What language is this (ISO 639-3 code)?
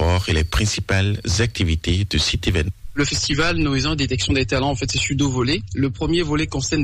fra